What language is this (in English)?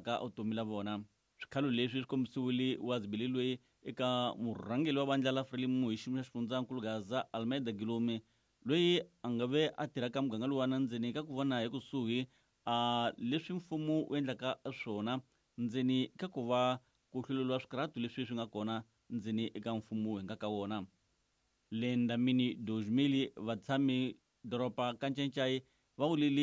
Tsonga